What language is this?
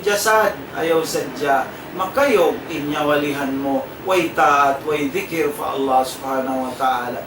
Tausug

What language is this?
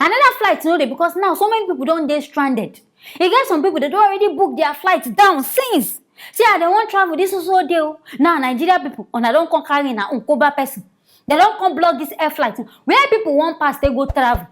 Nigerian Pidgin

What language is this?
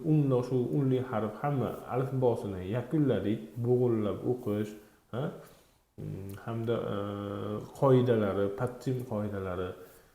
Uzbek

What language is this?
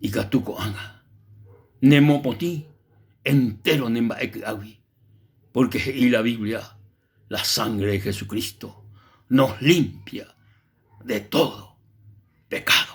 Guarani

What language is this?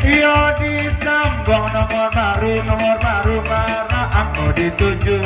Minangkabau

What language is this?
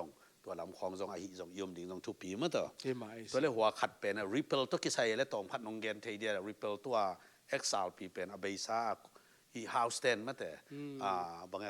Tedim Chin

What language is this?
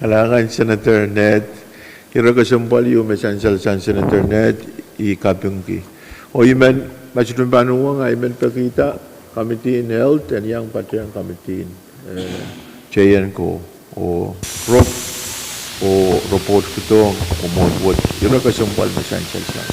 Pohnpeian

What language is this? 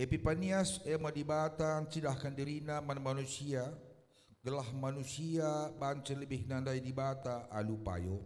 Batak Karo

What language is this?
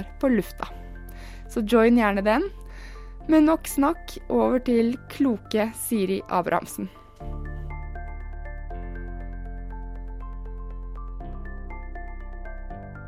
Norwegian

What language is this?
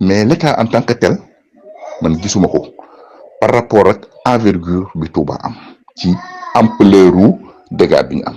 Wolof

